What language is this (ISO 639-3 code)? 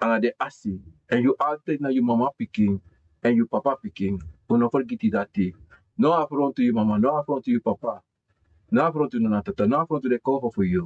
srn